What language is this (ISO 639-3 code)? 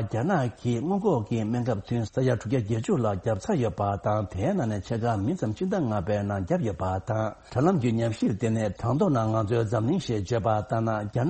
bod